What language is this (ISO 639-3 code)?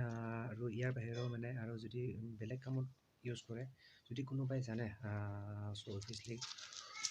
asm